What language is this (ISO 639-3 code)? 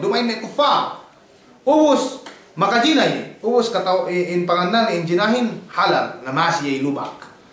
yka